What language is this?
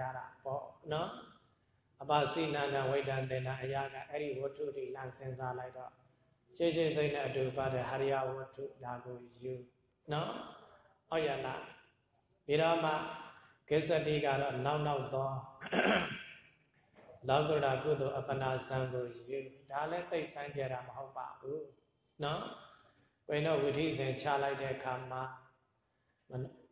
Burmese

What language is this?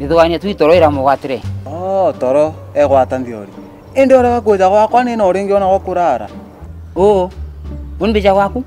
Meru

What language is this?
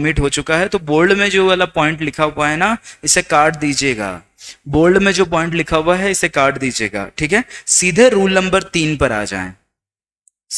Hindi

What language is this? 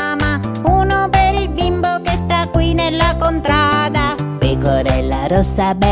Italian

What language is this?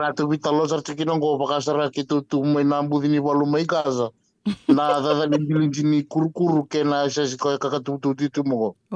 Fijian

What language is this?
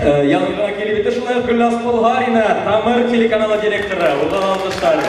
Bashkir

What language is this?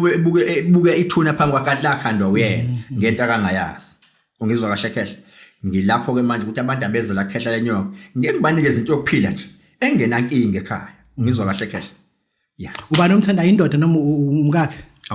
Zulu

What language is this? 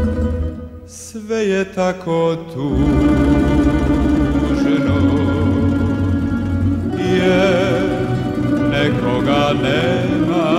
Serbian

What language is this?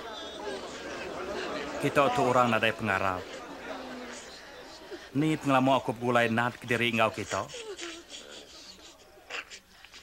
Iban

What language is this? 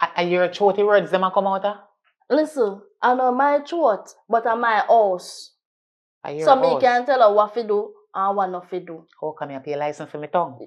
Jamaican Creole English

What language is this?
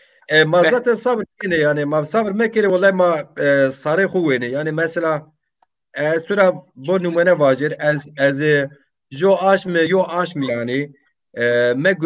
Zaza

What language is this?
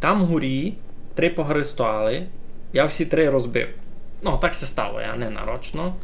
Rusyn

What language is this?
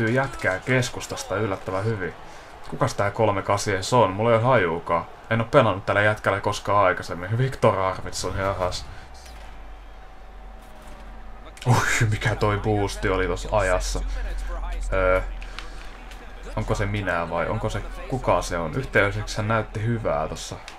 Finnish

